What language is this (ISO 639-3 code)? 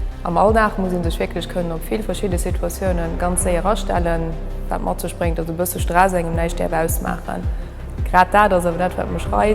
ltz